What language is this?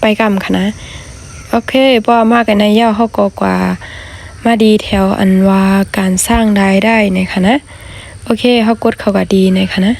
Shan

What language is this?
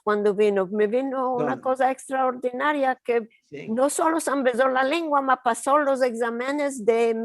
Ladino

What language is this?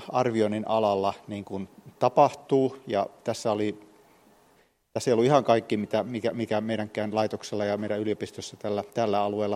Finnish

